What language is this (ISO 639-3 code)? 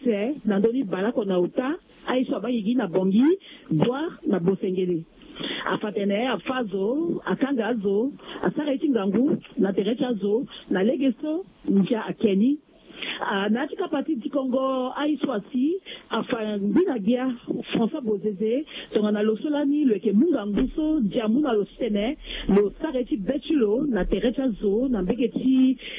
sag